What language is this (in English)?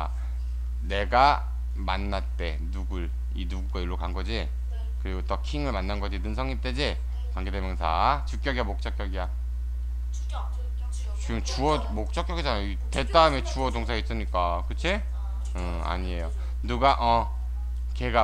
Korean